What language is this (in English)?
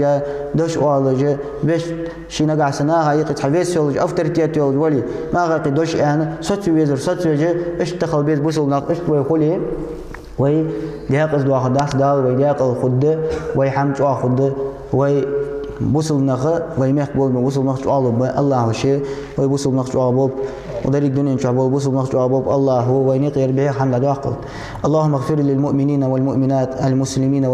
Ingush